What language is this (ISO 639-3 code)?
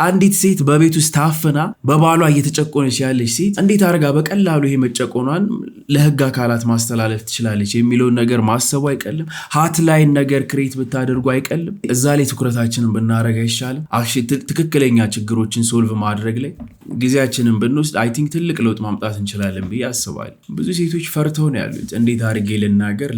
amh